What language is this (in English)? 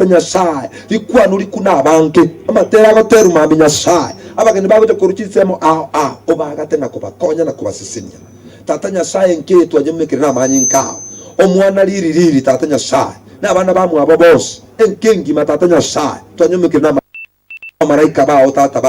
Gusii